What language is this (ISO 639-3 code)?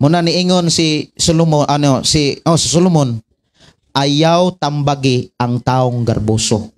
ceb